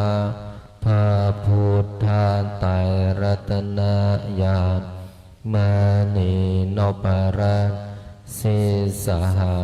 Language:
Pali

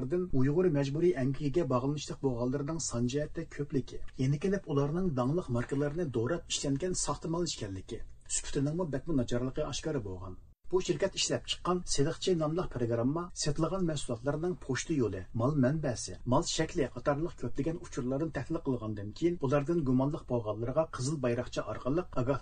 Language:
Uyghur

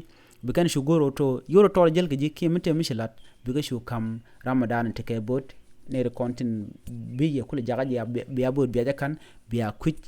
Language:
Nuer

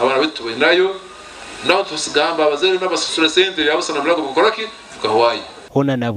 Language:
Nyankole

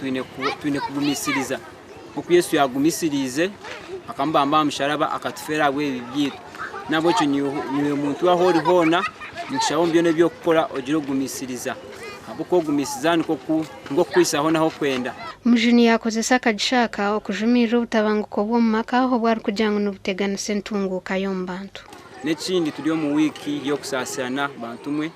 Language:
Nyankole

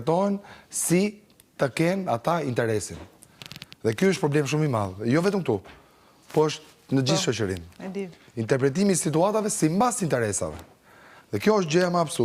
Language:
Albanian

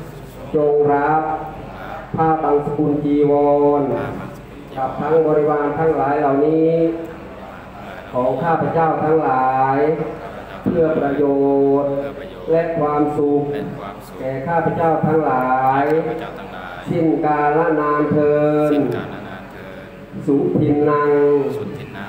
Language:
Thai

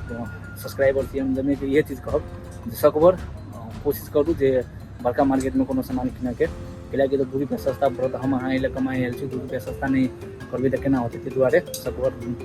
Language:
Maithili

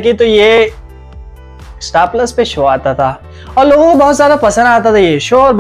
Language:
Hindi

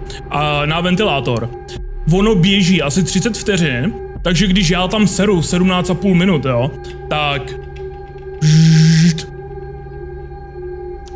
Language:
Czech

